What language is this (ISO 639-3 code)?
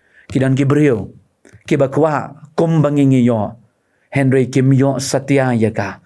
kha